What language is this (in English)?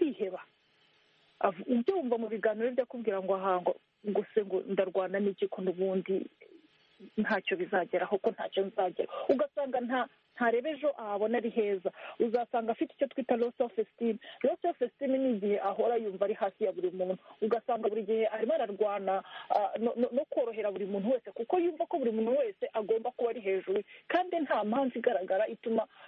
Kinyarwanda